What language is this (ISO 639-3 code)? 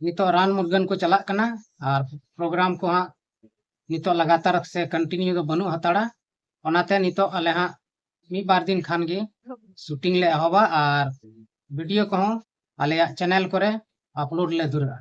sat